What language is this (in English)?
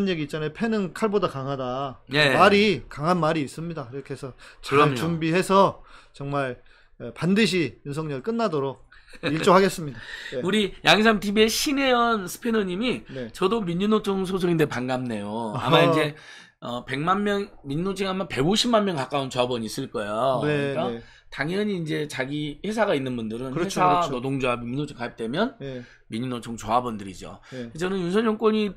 Korean